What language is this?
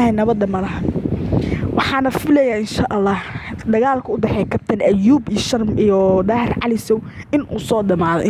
Somali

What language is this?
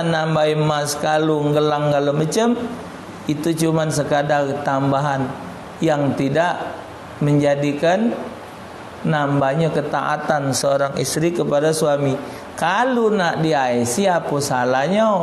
Musi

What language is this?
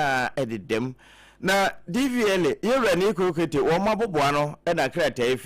Akan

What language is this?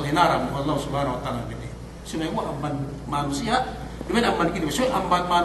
Yakan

